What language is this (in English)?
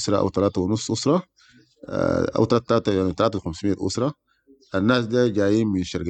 Sudanese Arabic